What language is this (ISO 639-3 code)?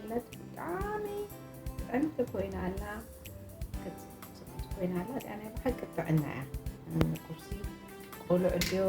tir